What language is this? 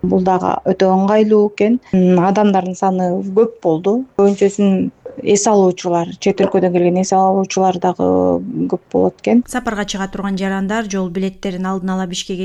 Kyrgyz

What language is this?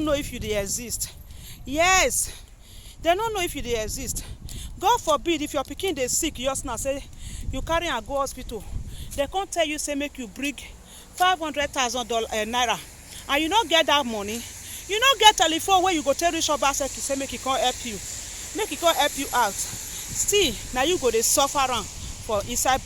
Nigerian Pidgin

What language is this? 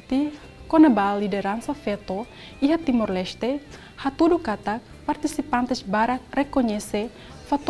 Tetum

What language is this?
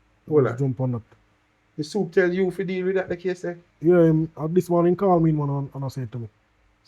Jamaican Creole English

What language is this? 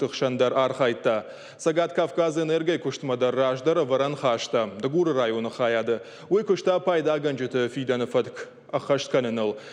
Ossetic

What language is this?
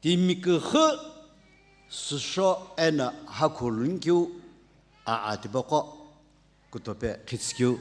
Sumi Naga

